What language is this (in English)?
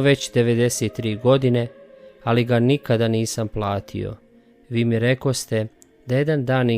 Bosnian